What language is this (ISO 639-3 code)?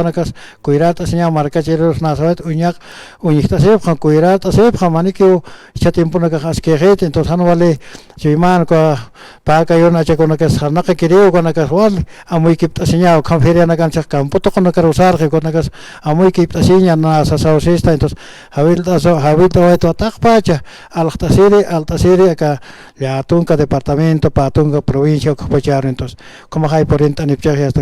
aym